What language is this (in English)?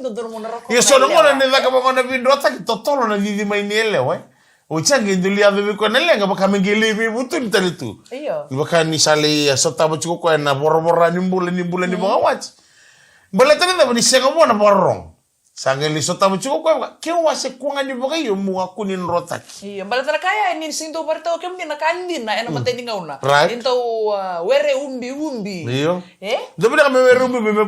Fijian